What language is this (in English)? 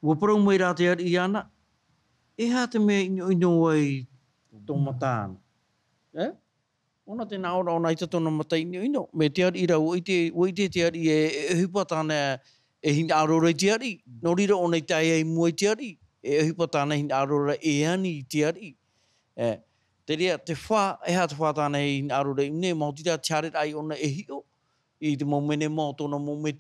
Tahitian